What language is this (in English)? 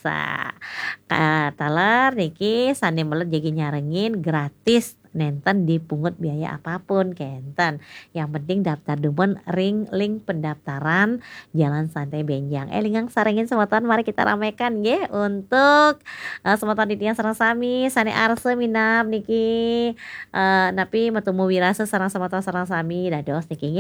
Balinese